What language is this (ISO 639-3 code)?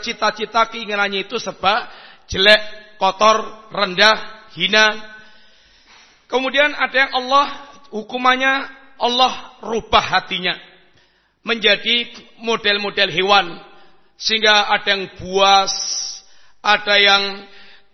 ind